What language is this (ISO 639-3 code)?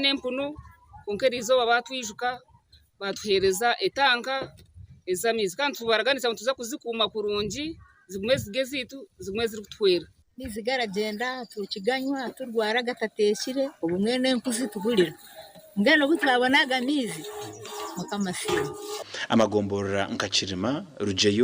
nyn